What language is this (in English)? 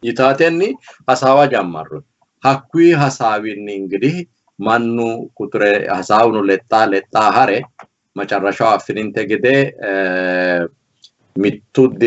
Sidamo